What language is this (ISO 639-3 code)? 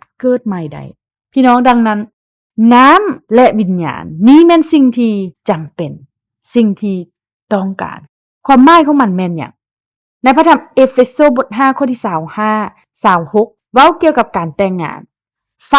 lao